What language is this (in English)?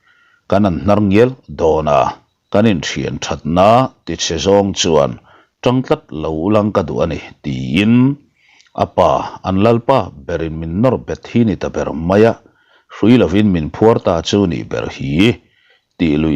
Mizo